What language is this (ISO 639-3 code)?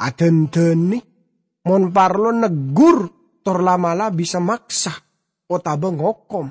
mad